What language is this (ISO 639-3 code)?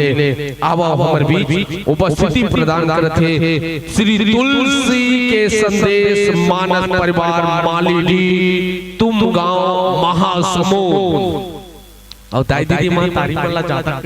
hne